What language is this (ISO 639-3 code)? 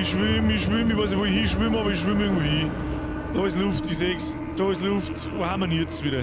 bar